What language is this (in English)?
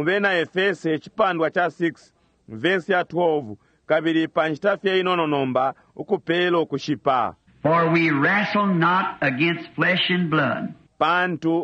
Bemba